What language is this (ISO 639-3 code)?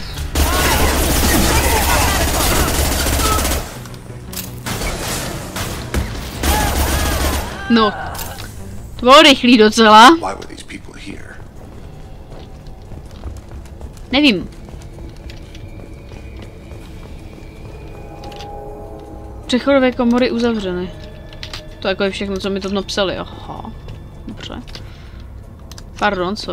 ces